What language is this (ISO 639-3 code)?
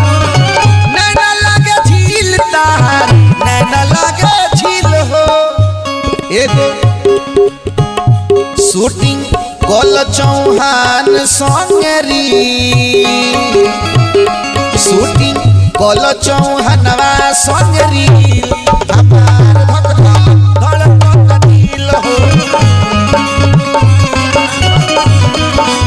bho